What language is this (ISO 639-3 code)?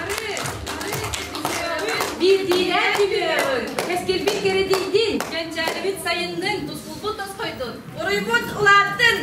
sah